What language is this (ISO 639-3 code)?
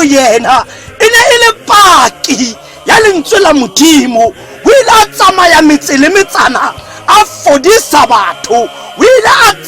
tsn